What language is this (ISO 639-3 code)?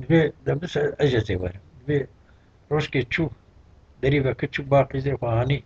kur